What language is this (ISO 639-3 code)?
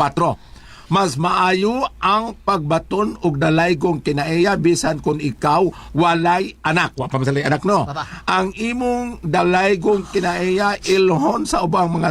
ceb